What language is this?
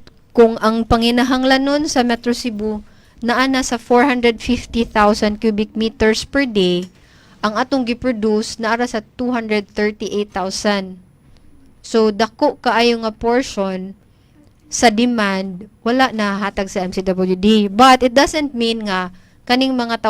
Cebuano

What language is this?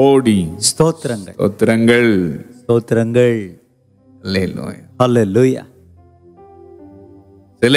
Tamil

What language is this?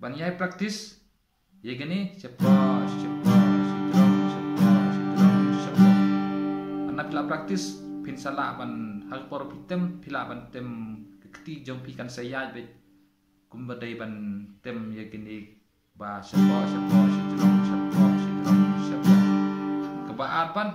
Khasi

